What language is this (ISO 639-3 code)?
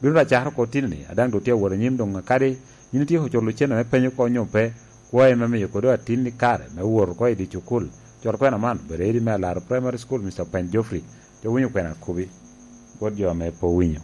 laj